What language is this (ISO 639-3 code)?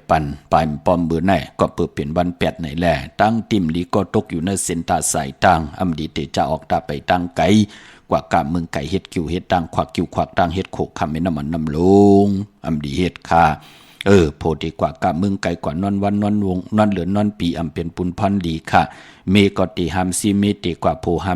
shn